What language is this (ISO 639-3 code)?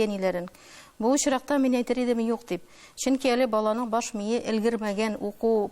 tat